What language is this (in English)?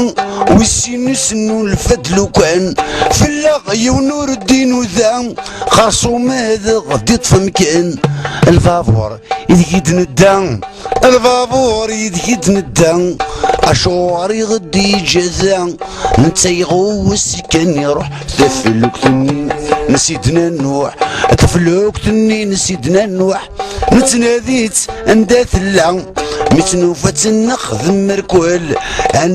Kabyle